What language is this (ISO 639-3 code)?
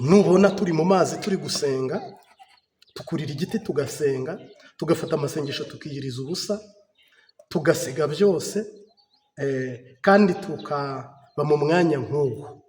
kin